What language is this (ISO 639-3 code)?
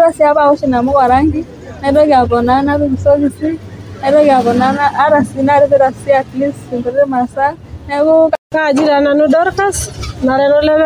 mas